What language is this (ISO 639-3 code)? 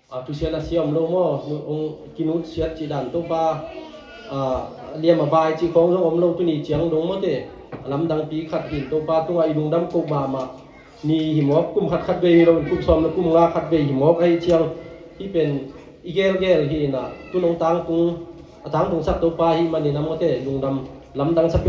ctd